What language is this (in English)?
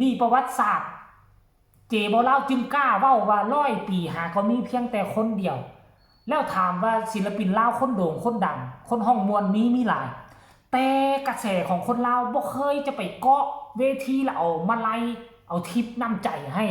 Northeastern Thai